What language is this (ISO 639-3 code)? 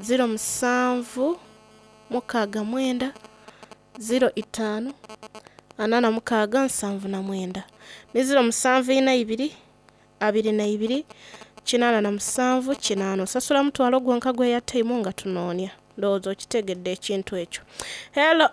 xog